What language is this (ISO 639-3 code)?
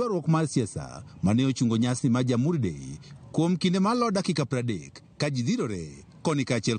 luo